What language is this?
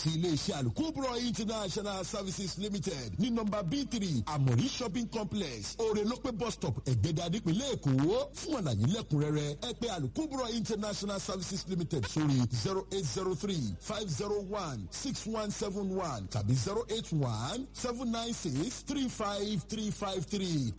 Yoruba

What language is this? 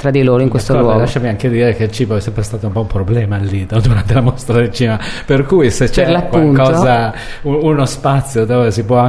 Italian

